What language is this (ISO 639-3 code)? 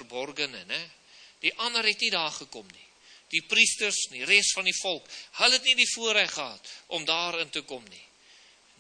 afr